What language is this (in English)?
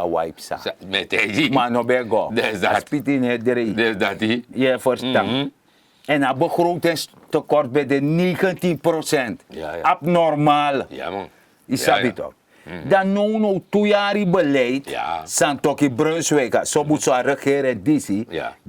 Sranan Tongo